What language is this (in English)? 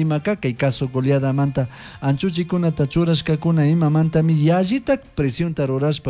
Chimborazo Highland Quichua